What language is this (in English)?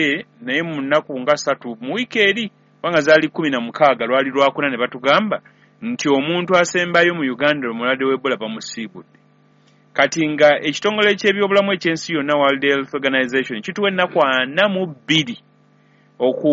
Ganda